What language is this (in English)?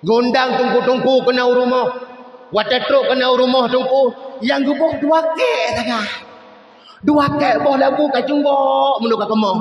Achinese